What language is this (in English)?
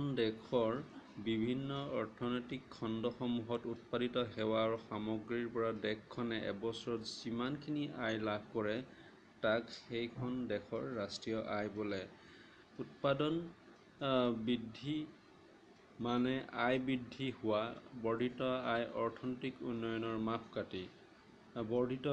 Assamese